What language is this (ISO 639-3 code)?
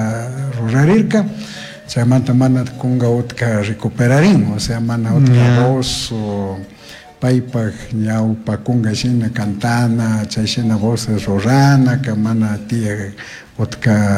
qug